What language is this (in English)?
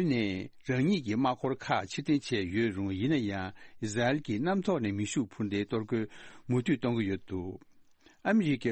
Tibetan